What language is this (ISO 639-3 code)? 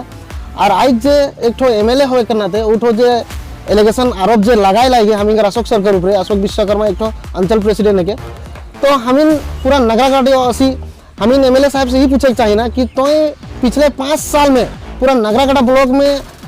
sck